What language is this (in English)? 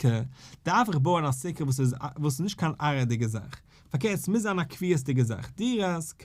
Yiddish